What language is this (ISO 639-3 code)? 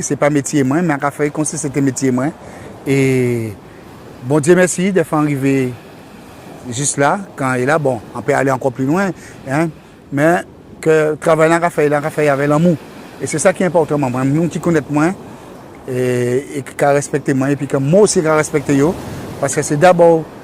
gcf